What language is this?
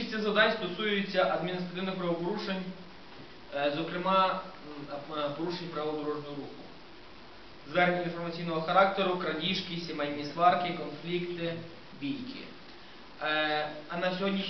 Ukrainian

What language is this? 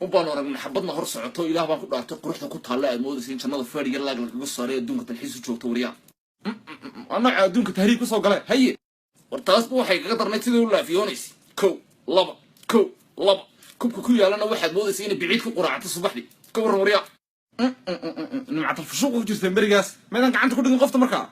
Somali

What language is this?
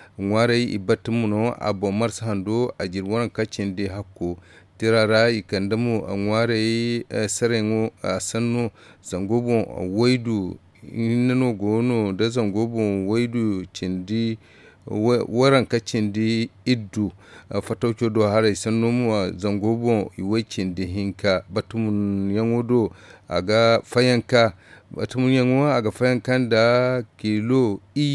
Zarma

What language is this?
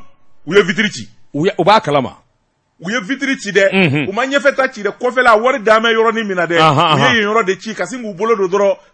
Bambara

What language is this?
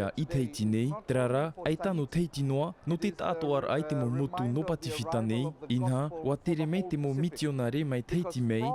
Tahitian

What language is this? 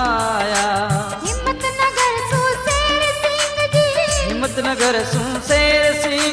Hindi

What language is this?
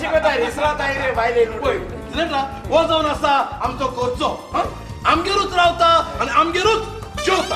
Konkani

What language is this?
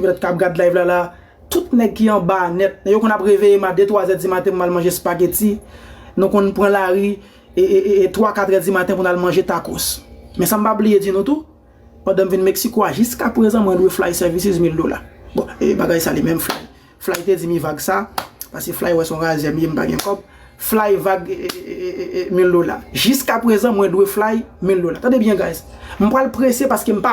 Haitian Creole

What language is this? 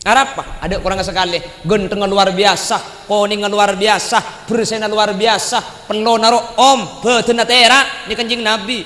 Madurese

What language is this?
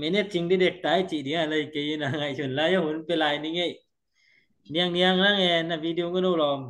Tedim Chin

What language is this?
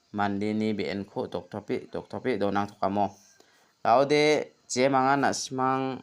Garo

